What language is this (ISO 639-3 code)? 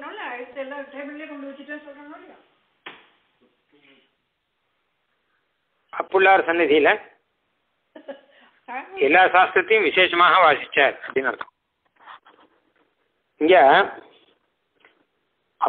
tam